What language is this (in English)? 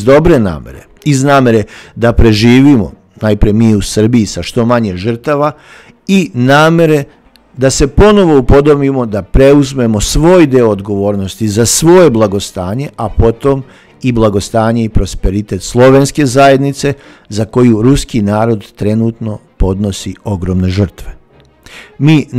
Serbian